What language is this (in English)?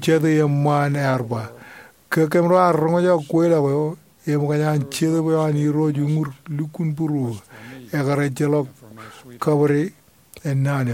Marshallese